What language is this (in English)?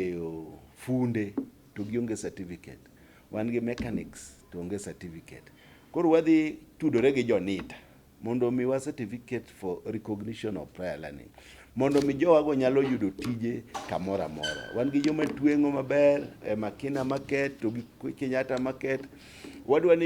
Luo (Kenya and Tanzania)